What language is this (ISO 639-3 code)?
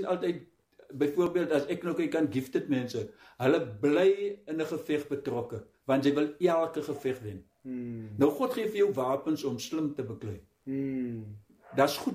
afr